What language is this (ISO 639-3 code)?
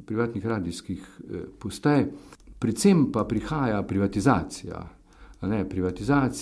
slv